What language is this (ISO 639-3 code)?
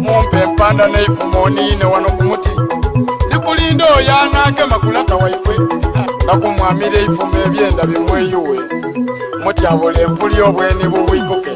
xog